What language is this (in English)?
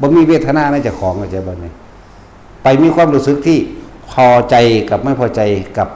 Lao